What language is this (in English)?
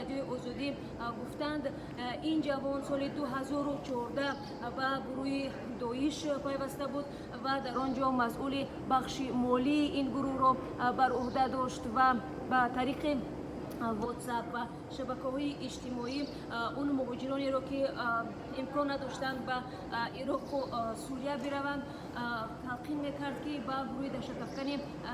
Tajik